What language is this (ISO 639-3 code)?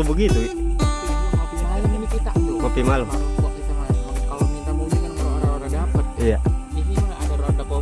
bew